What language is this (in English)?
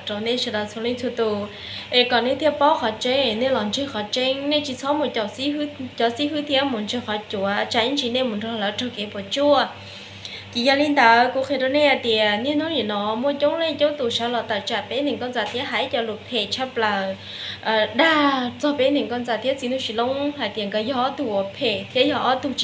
Hmong